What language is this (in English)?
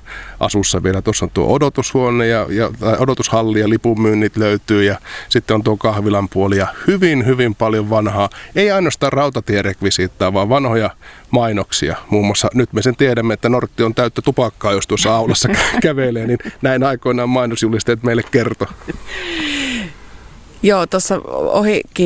Finnish